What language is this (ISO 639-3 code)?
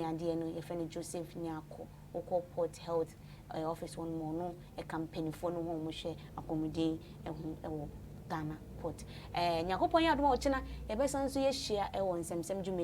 aka